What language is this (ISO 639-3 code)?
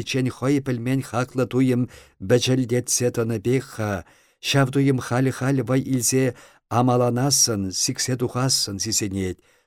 chv